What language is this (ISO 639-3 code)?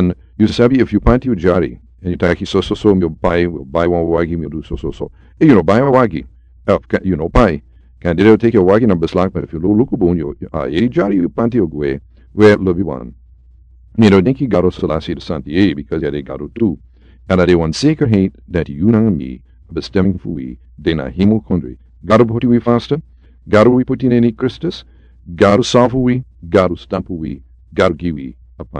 srn